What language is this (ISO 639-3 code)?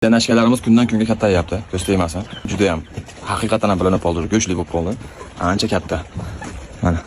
uzb